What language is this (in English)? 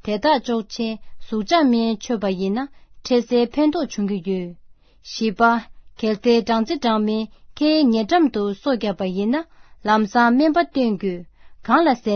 Tibetan